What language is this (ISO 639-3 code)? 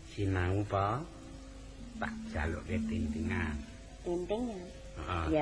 jav